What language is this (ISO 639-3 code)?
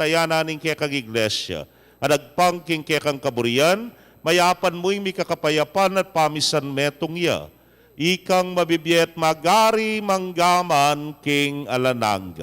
pam